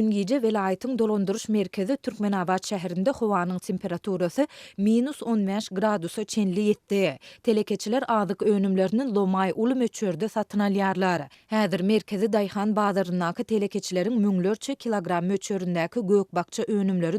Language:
Turkmen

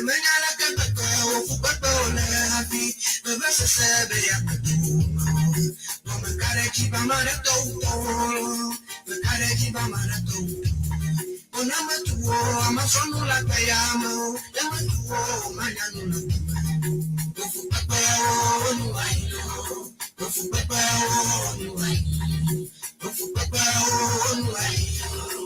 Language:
Ewe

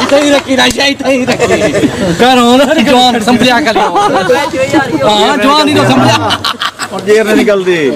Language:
Saraiki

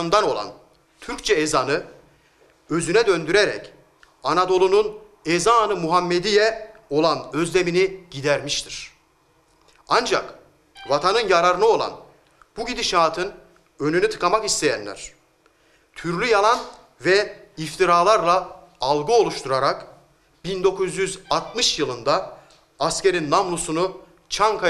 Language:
Turkish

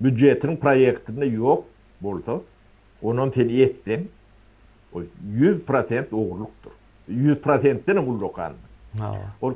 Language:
Turkmen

